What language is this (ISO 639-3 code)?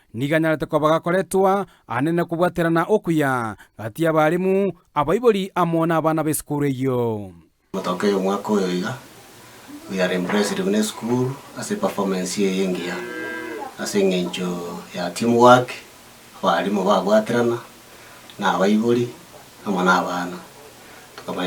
guz